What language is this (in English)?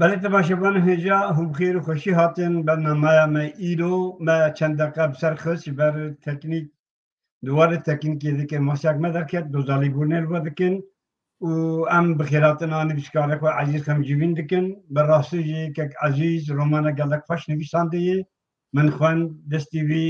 Kurdish